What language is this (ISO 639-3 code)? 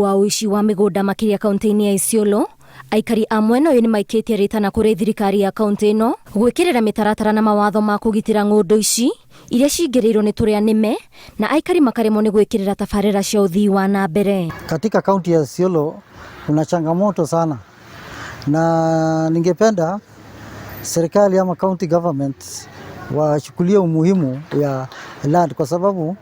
kik